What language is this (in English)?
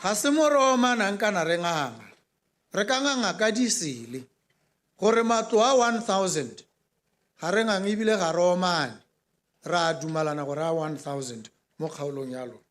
Tswana